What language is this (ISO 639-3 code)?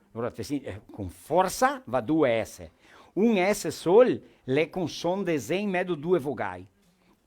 vec